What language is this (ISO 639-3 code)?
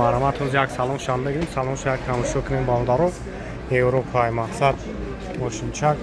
tgk